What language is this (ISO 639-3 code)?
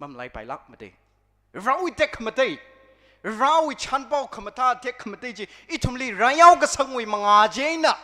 nmf